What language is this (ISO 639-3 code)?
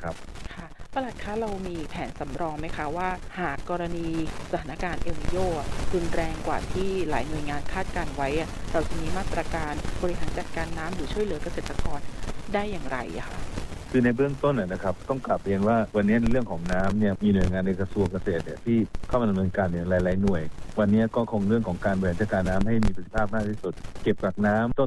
tha